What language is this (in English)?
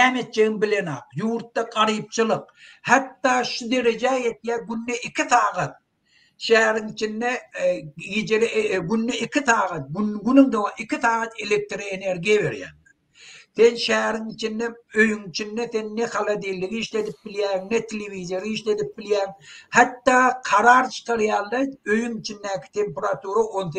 Turkmen